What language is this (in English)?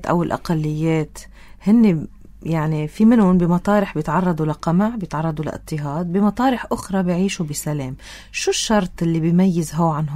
North Levantine Arabic